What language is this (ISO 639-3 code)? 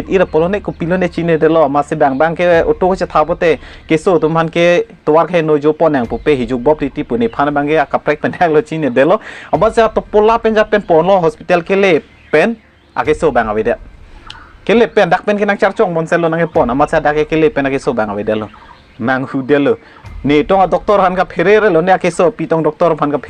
mjw